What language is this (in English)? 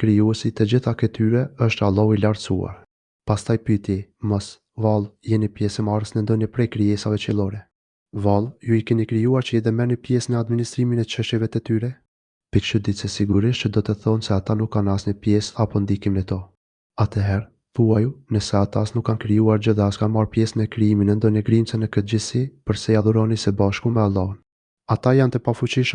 Albanian